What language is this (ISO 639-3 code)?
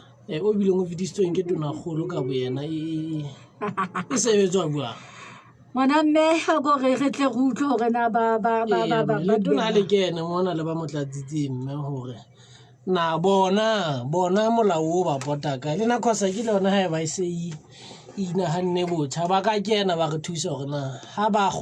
sot